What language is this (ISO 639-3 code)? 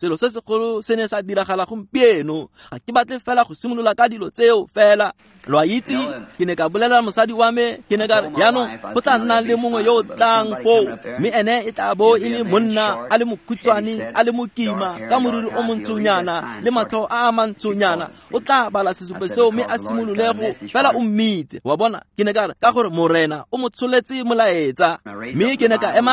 tsn